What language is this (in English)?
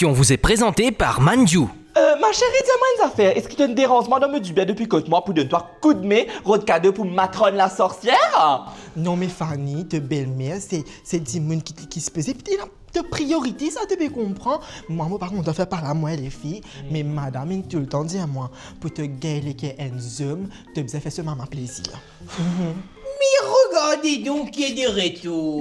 Morisyen